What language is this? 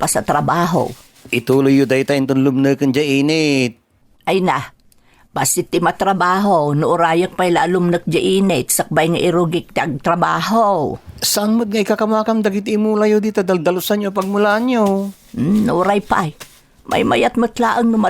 Iloko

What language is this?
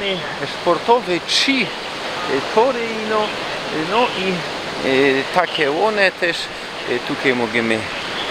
Silesian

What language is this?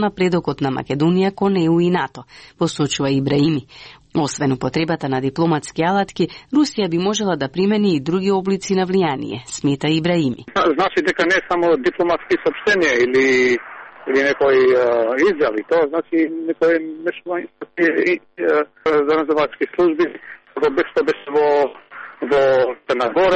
Macedonian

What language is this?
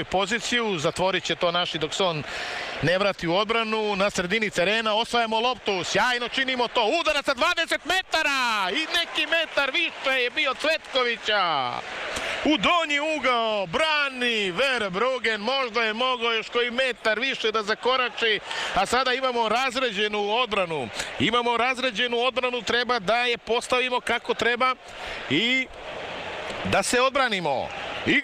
Serbian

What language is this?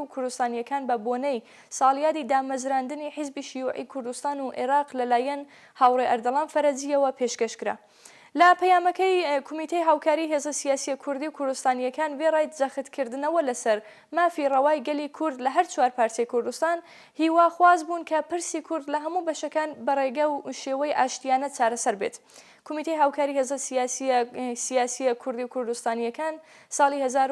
Central Kurdish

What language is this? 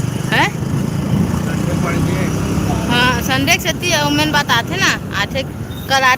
Chhattisgarhi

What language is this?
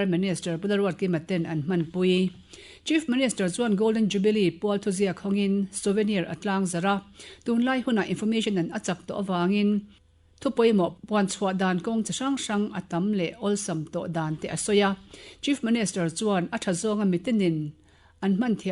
Mizo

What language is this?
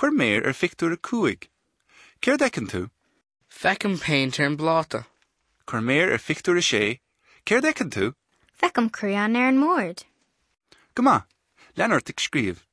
Irish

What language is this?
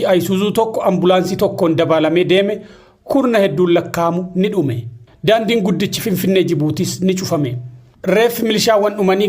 Oromo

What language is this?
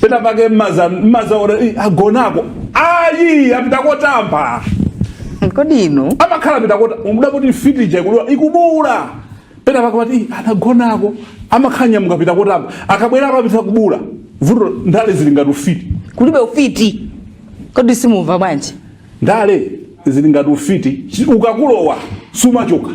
Nyanja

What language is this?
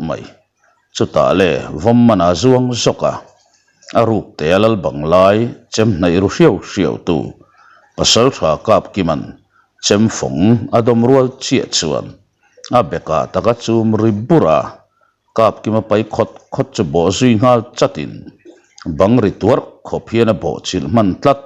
Mizo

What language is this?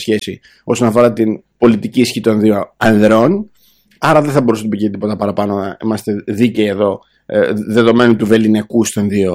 Greek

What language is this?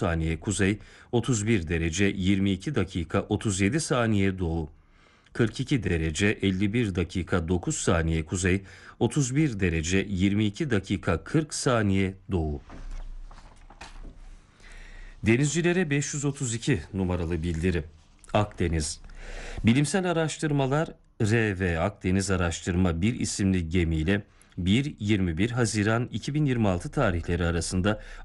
Turkish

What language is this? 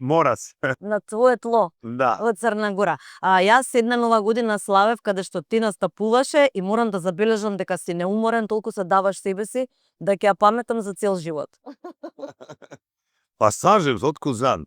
Macedonian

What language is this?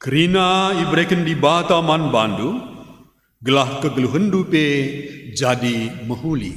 Batak Karo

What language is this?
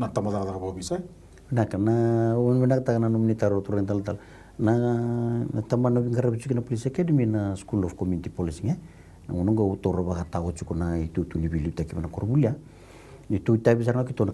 Fijian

